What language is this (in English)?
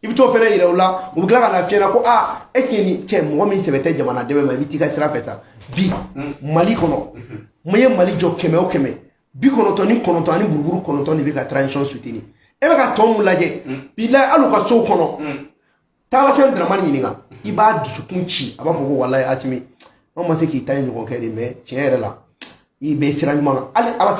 Bambara